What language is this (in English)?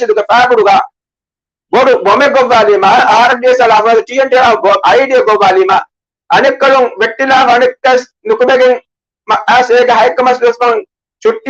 Divehi